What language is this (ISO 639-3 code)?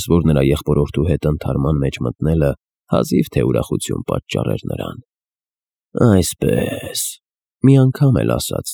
hye